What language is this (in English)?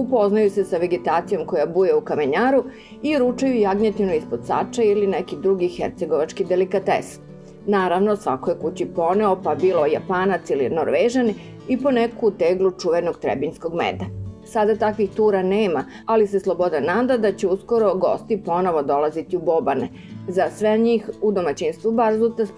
Serbian